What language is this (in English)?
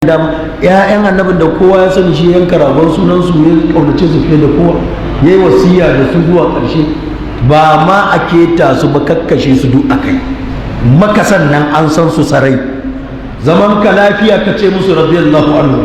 Hausa